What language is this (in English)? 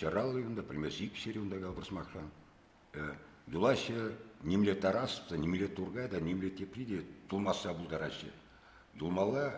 Chuvash